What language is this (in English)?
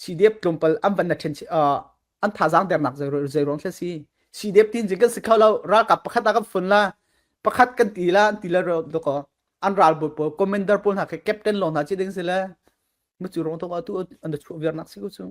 Falam Chin